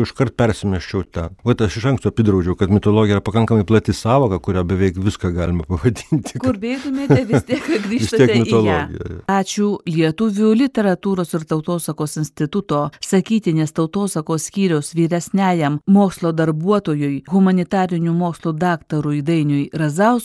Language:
Lithuanian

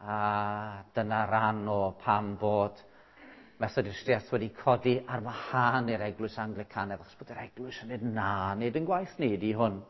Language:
Welsh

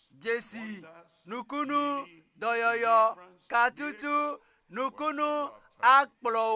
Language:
Ewe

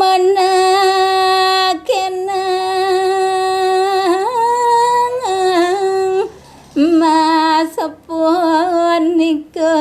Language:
Balinese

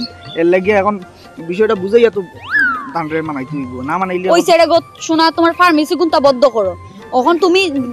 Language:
Sylheti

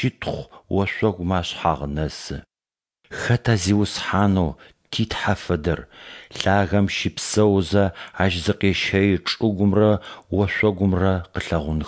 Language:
Adyghe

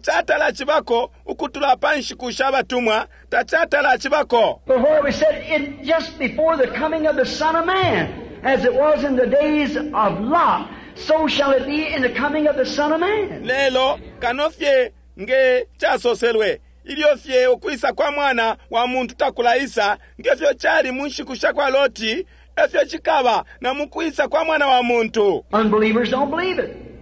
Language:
Bemba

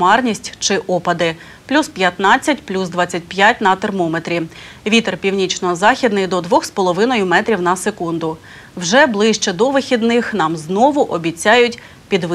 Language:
Ukrainian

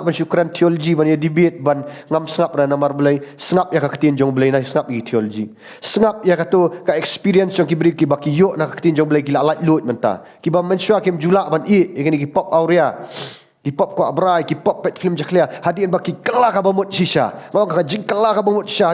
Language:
Khasi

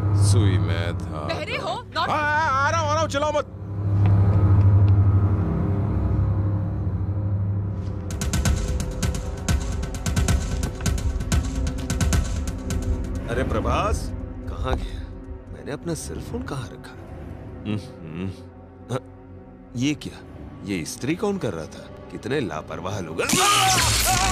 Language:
Hindi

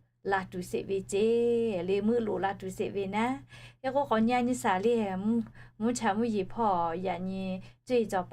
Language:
Lahu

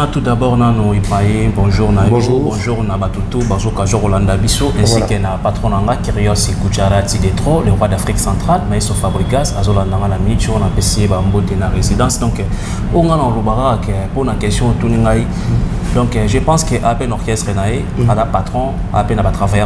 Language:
Lingala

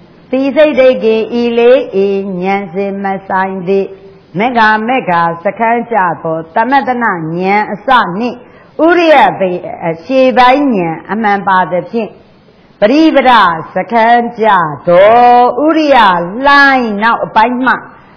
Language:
Burmese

